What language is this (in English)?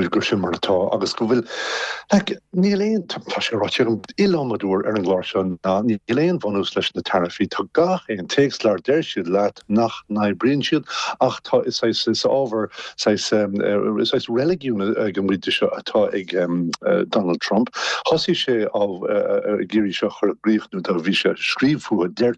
Irish